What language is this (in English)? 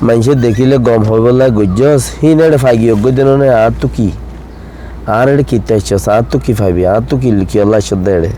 Rohingya